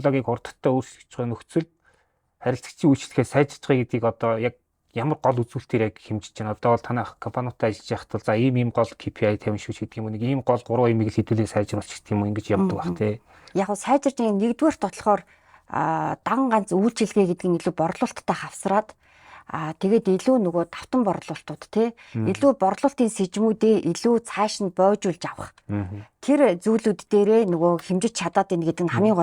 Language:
Mongolian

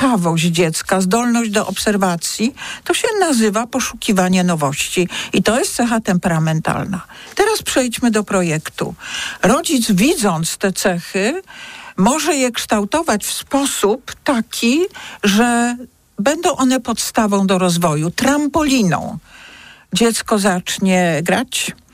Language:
Polish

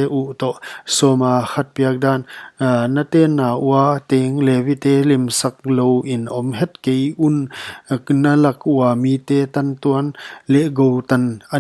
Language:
Paite Chin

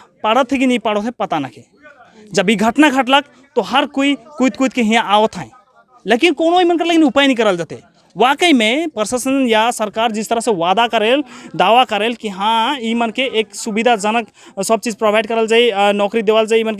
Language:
Sadri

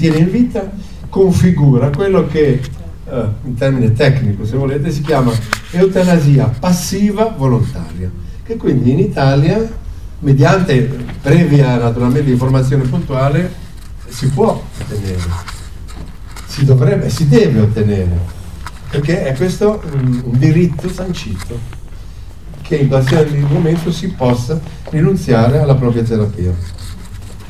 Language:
Italian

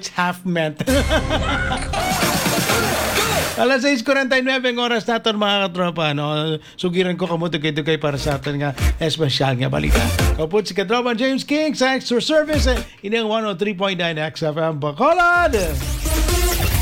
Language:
Hiligaynon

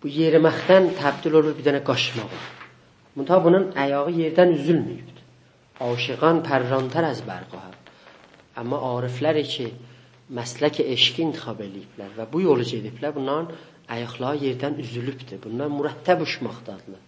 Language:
South Azerbaijani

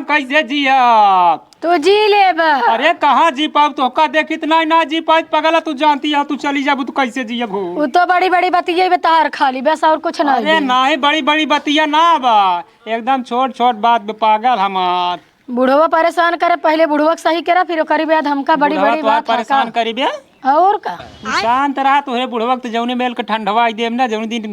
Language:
Awadhi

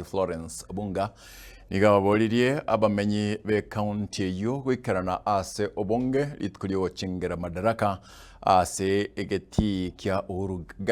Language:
Gusii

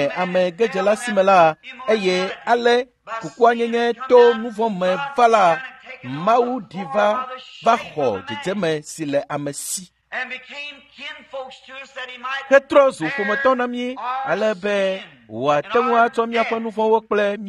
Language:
Ewe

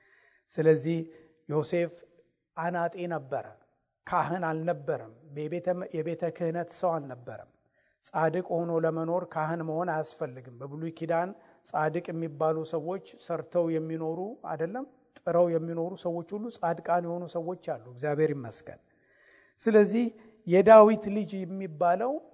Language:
Amharic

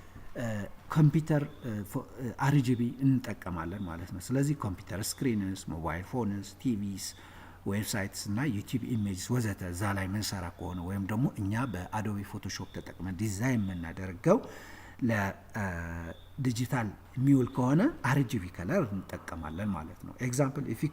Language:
Amharic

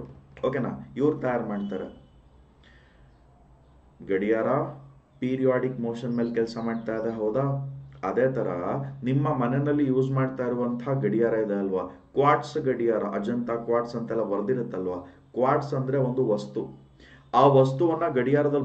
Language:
Kannada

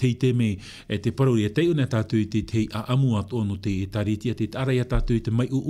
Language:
Tahitian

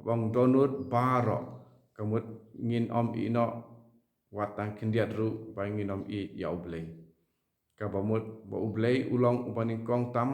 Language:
Khasi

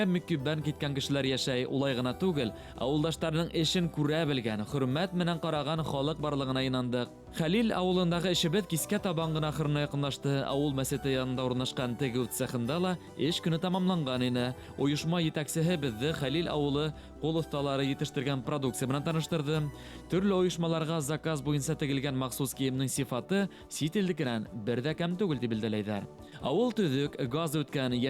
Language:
Bashkir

